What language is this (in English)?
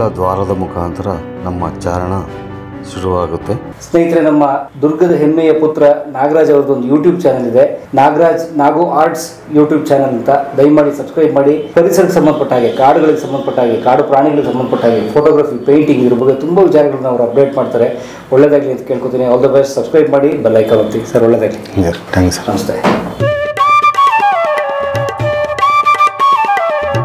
Kannada